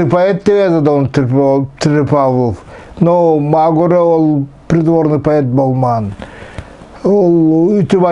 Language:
Nogai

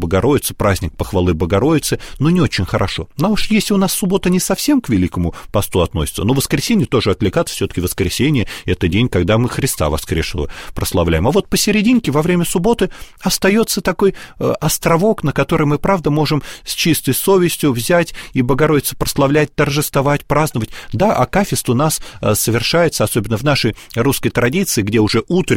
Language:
Russian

